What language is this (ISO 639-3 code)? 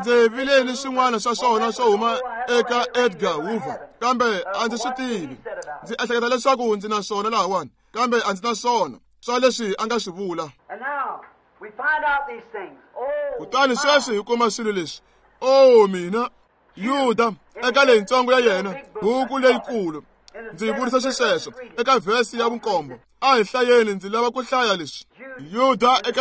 tso